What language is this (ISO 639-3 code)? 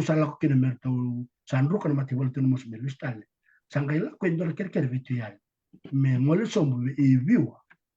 fij